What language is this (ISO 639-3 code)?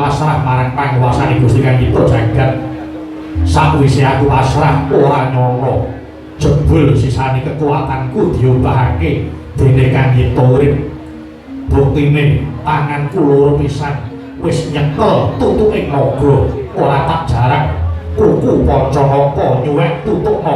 jav